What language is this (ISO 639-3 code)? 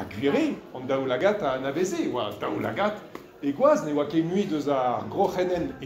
bre